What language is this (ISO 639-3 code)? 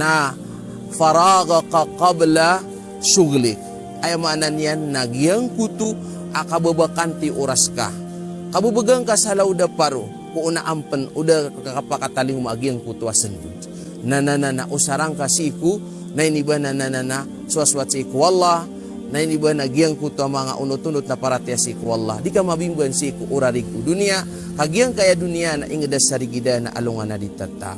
mrw